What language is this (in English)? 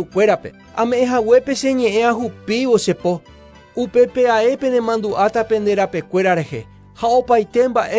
Guarani